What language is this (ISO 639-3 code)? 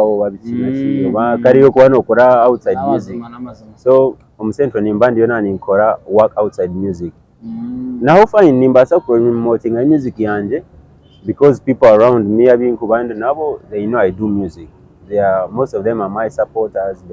nyn